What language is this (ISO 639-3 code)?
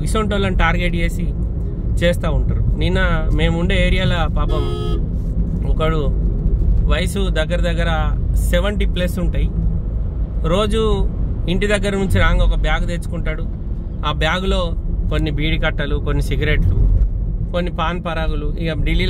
tel